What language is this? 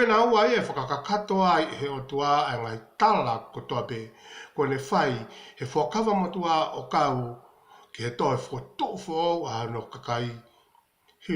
Tongan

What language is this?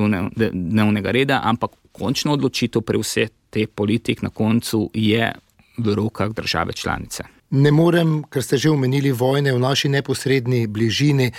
Slovenian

